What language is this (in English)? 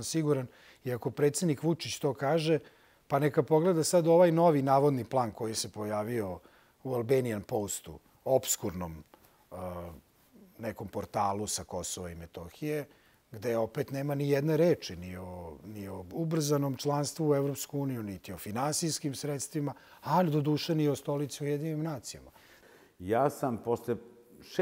Serbian